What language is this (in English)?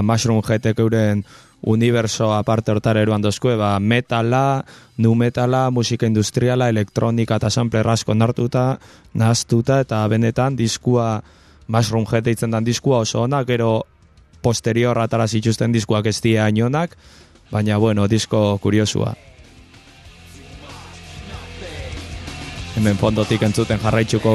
Basque